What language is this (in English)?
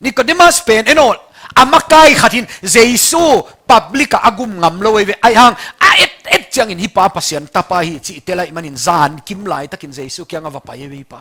Tedim Chin